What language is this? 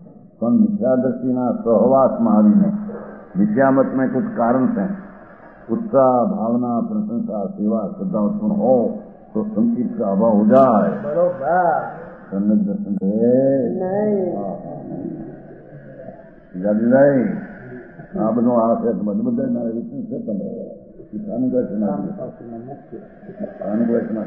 Gujarati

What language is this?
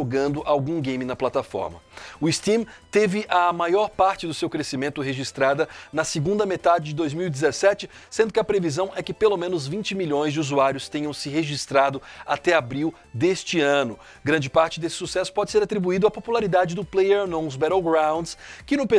Portuguese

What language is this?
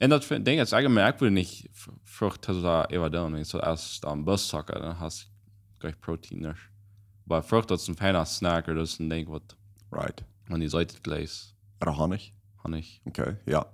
Plautdietsch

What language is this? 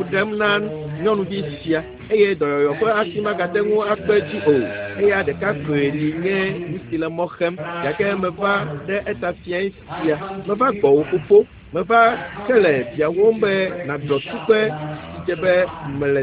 Ewe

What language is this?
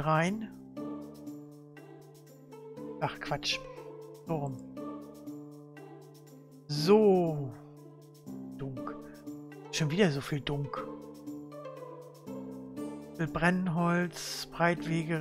German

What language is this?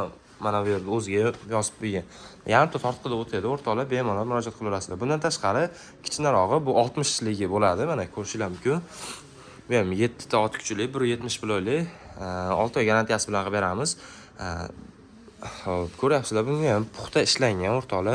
Uzbek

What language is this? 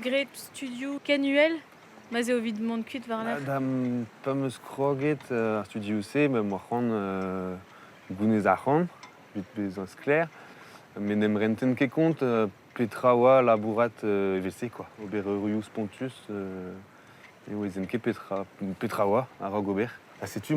Breton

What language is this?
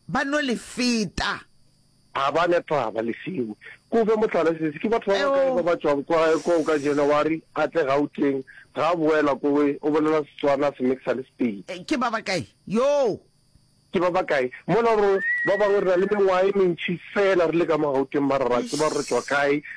Northern Sotho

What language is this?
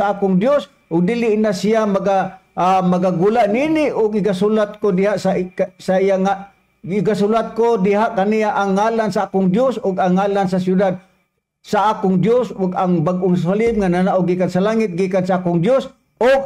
Cebuano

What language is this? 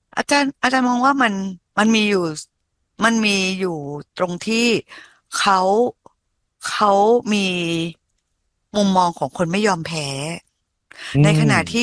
Thai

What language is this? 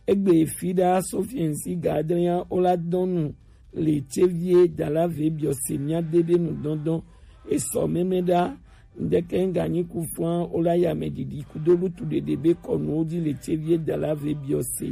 Gen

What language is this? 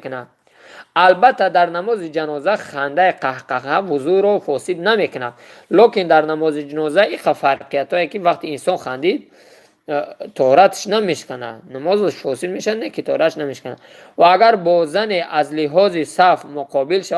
Tajik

